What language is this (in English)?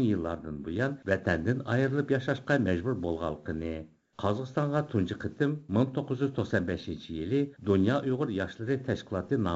Uyghur